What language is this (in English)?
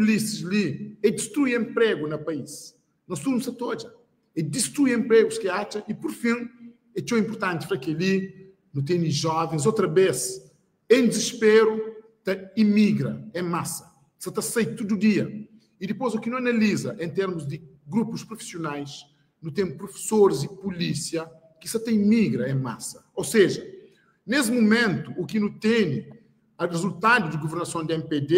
Kabuverdianu